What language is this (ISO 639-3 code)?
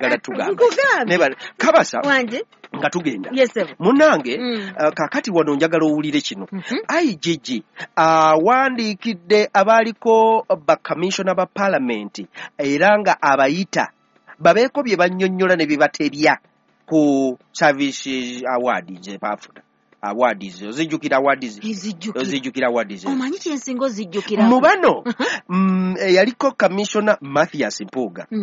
lug